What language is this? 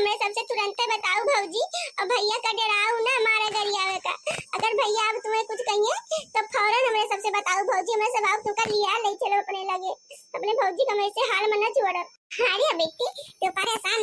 Awadhi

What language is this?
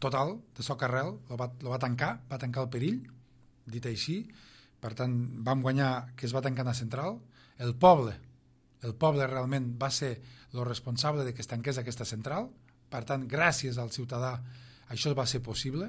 Catalan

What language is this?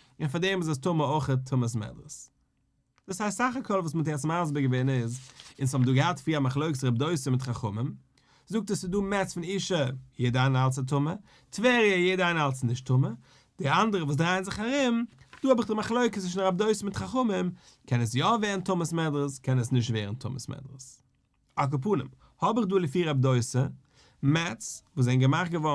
Yiddish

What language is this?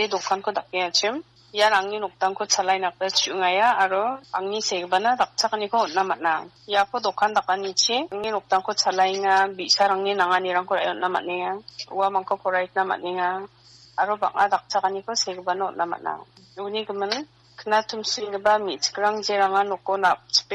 Garo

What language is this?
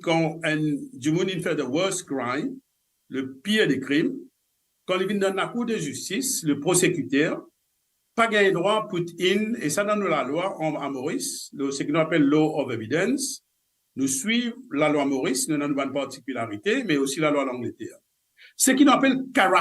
Morisyen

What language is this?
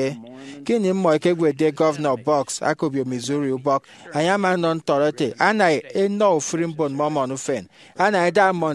Efik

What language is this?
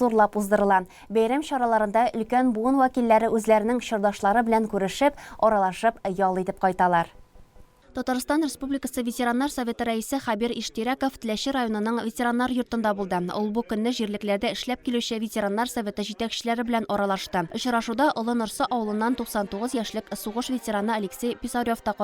Tatar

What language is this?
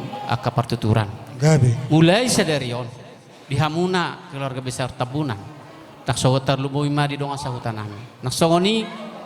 Batak Toba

